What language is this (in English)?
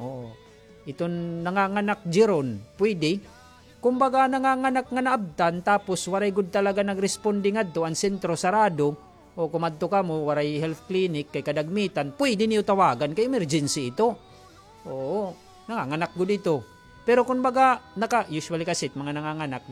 Waray